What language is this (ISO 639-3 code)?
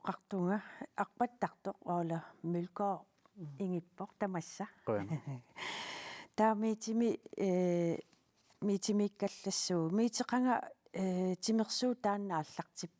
kal